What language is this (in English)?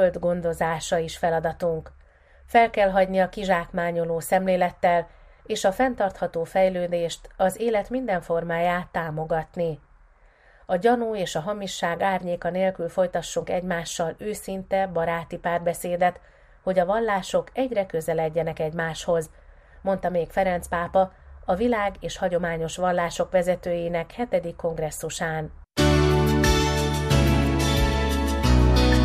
Hungarian